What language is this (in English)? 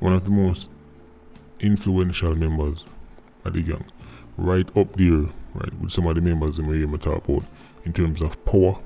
Jamaican Creole English